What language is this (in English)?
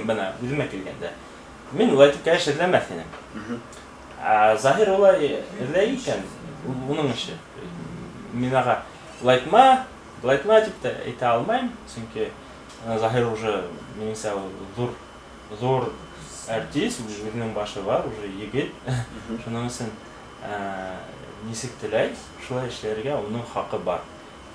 Bashkir